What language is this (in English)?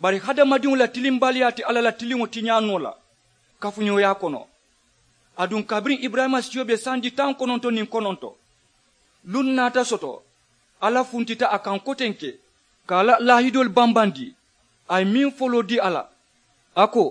Mandingo